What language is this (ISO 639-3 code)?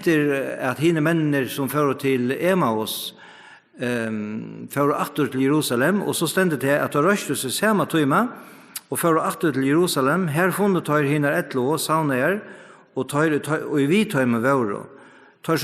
fao